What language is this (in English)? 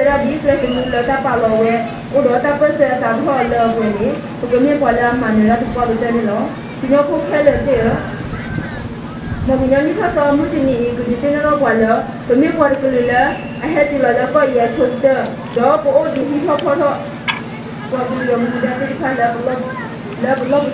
S'gaw Karen